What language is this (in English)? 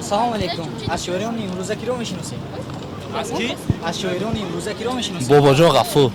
Tajik